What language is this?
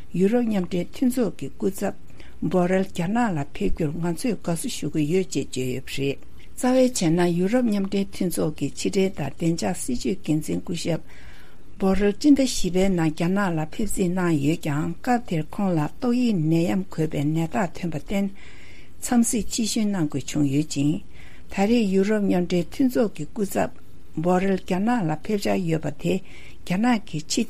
Tibetan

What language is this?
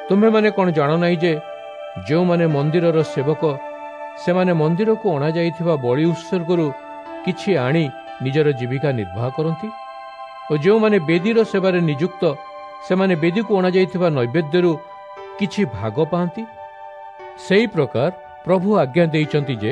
Odia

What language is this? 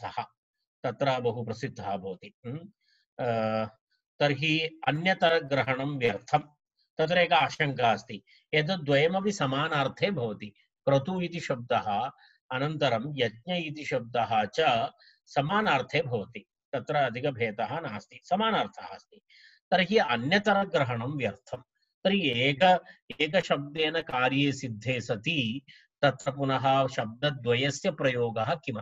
Sanskrit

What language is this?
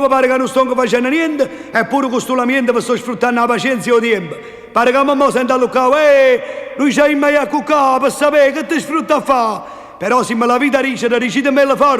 Neapolitan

